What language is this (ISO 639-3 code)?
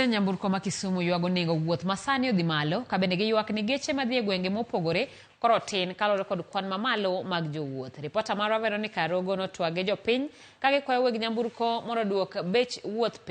luo